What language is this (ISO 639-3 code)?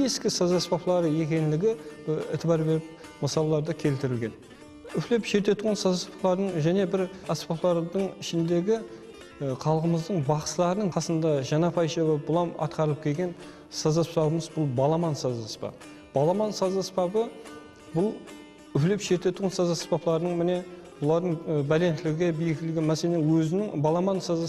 kaa